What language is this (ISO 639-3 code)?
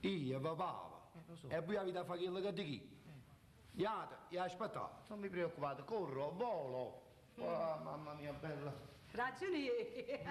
nap